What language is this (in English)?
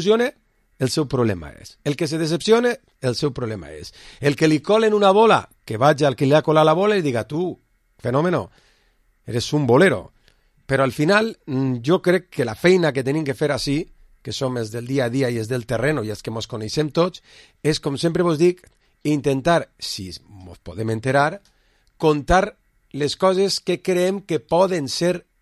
Catalan